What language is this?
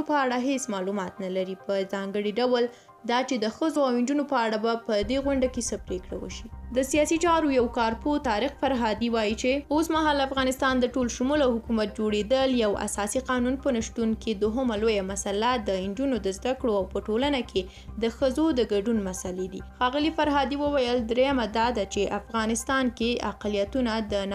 Pashto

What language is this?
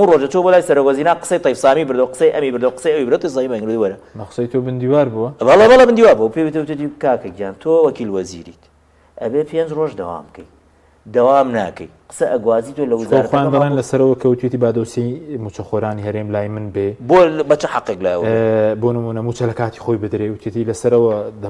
Central Kurdish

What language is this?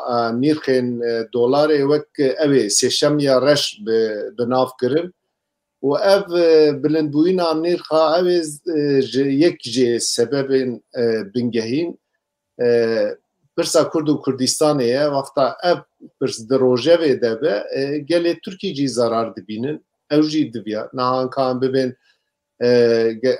Kurdish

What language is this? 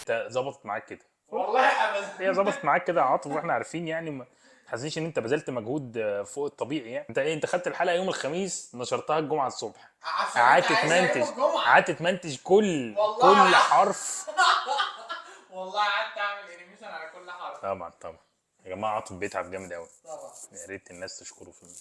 Egyptian Arabic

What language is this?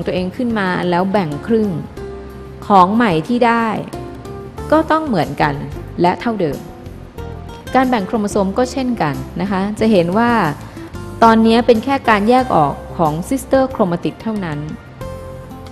Thai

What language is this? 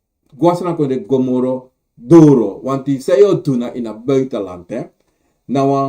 Sranan Tongo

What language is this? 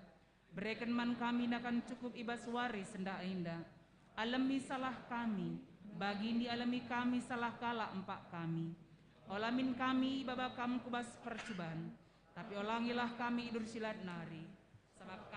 Batak Karo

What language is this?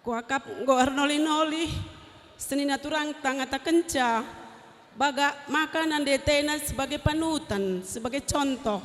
Batak Karo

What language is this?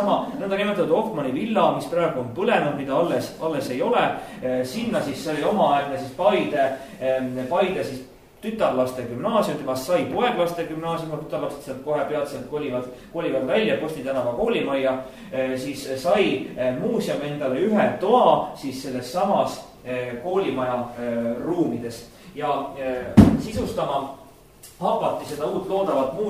Estonian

